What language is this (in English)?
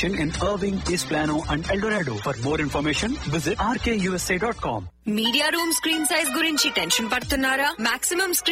Telugu